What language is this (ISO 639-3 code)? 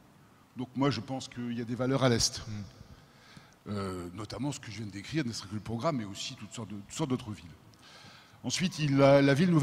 fra